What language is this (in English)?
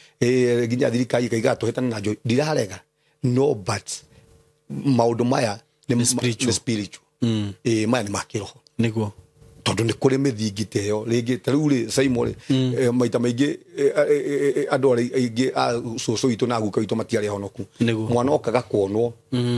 Kikuyu